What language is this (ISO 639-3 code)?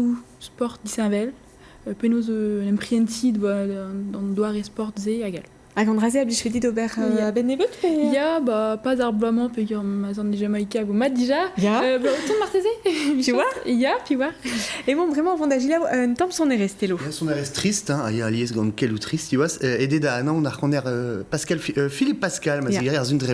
bre